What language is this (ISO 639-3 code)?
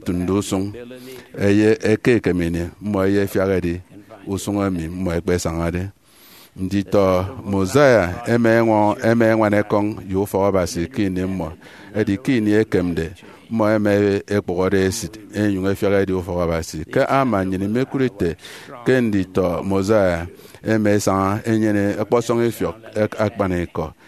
efi